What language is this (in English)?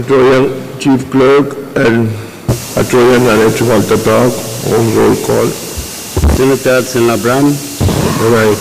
Pohnpeian